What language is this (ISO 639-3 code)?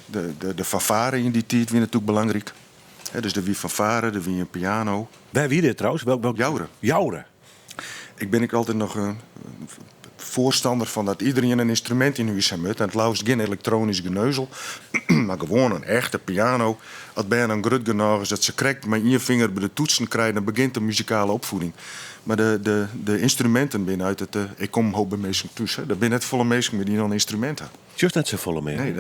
fry